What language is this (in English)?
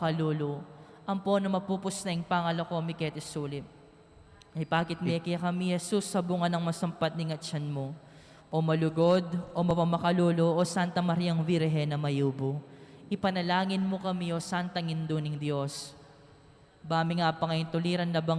Pampanga